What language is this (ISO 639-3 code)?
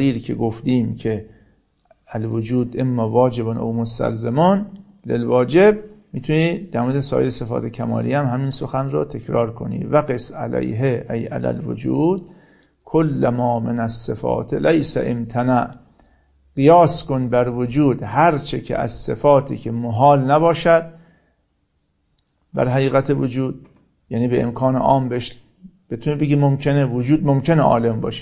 fas